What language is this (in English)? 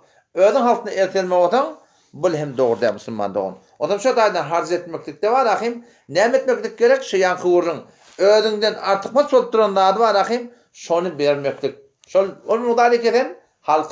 Turkmen